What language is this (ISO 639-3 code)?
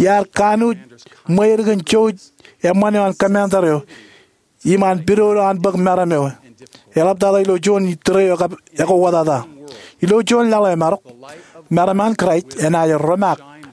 mah